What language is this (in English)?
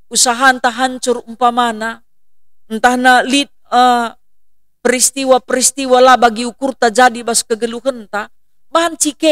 Batak Karo